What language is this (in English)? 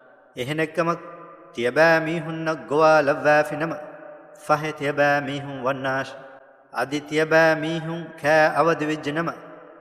Divehi